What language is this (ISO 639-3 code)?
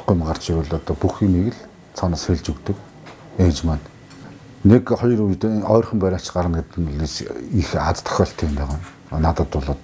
mon